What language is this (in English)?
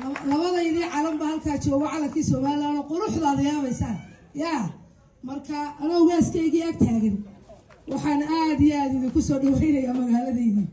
Somali